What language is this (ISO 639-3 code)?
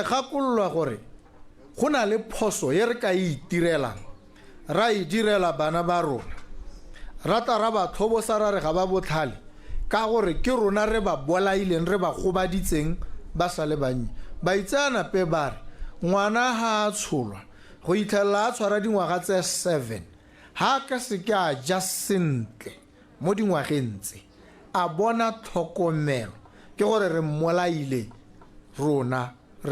tsn